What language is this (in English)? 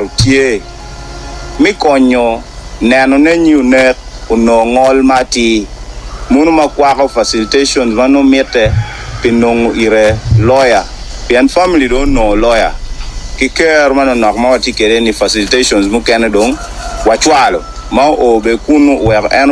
Acoli